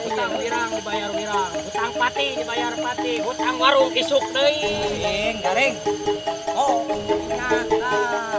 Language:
Sundanese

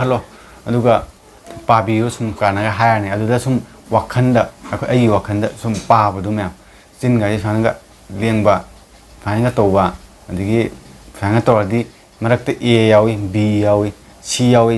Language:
Manipuri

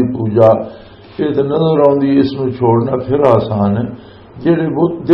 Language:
Western Panjabi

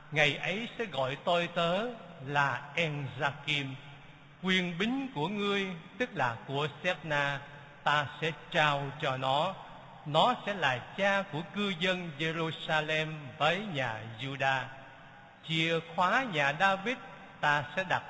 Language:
Vietnamese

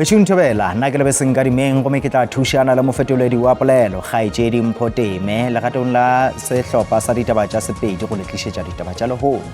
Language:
Northern Sotho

